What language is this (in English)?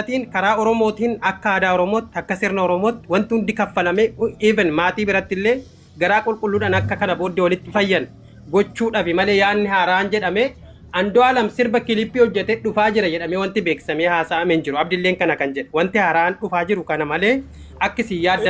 Oromo